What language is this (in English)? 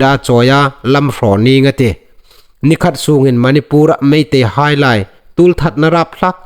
Hmar